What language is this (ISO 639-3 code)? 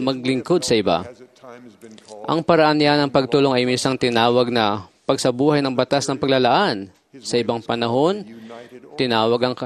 fil